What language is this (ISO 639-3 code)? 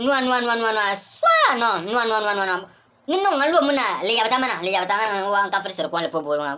bim